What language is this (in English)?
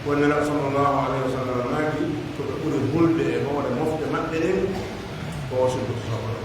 Pular